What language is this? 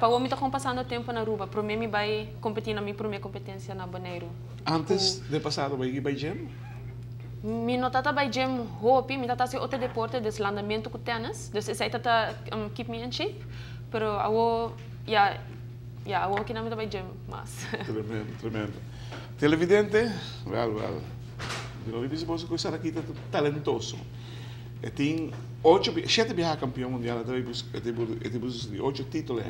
Papiamento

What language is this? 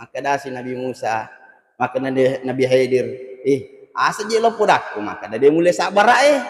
Buginese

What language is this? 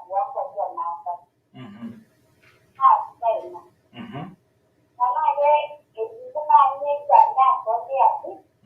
Masai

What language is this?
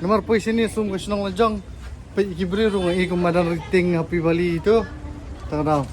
Khasi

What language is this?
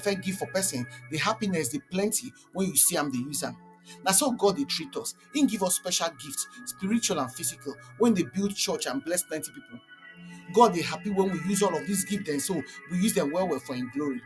Nigerian Pidgin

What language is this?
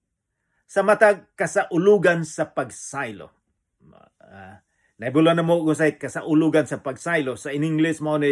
Cebuano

